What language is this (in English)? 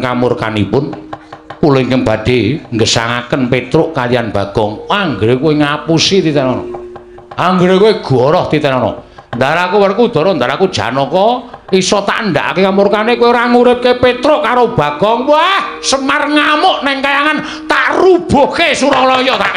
Javanese